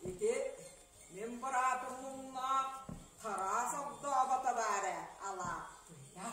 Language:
Yakut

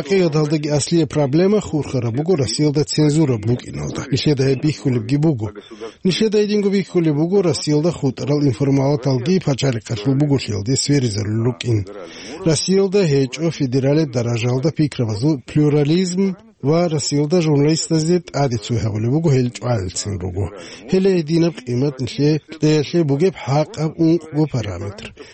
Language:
Avaric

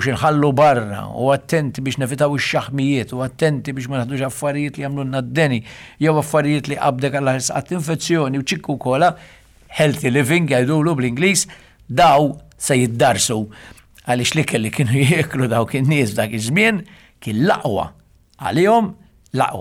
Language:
Maltese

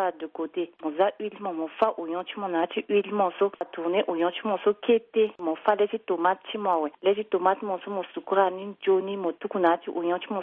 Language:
Sango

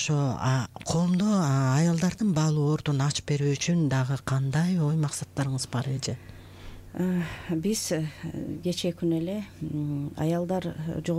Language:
Kyrgyz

